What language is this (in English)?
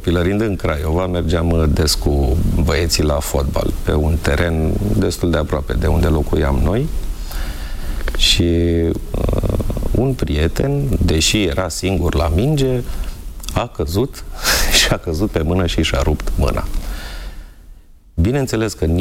Romanian